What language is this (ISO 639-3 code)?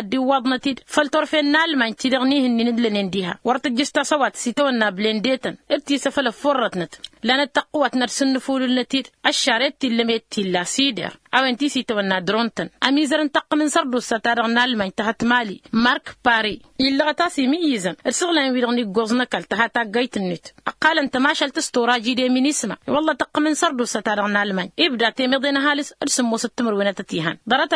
taq